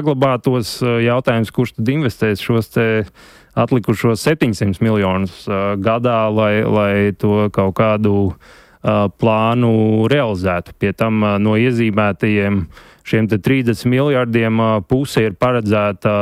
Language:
Latvian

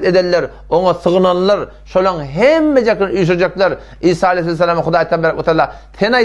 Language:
Turkmen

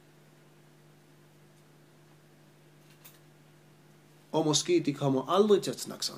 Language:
Danish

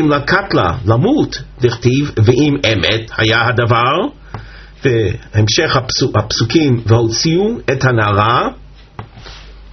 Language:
Hebrew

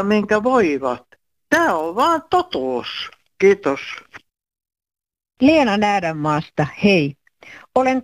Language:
Finnish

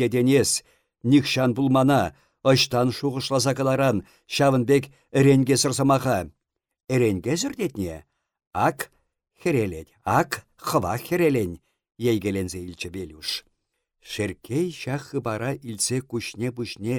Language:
Chuvash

